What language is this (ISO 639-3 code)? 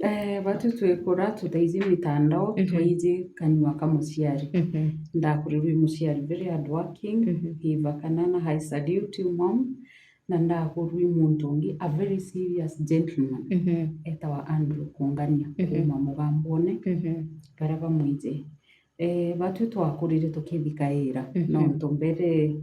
mer